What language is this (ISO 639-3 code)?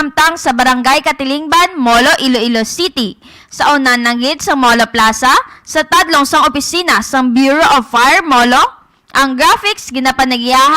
hil